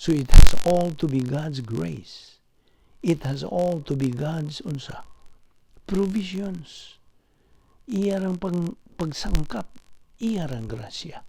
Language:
Cebuano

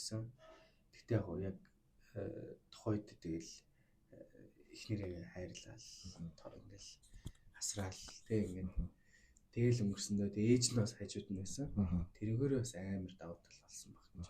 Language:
Mongolian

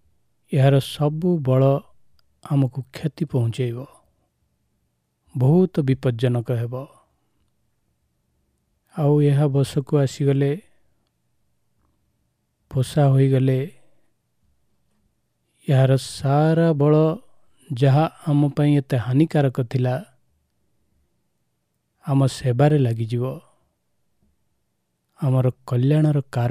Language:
Odia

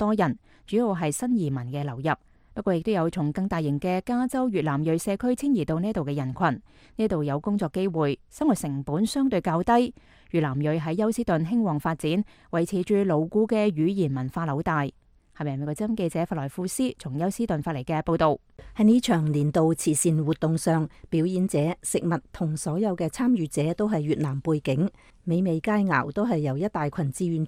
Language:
Cantonese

